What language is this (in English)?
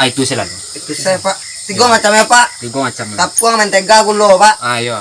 Minangkabau